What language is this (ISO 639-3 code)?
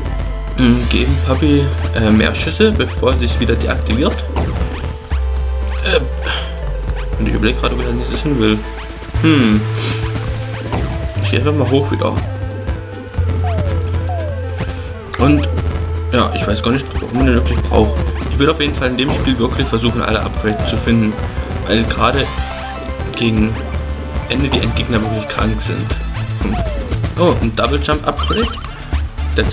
deu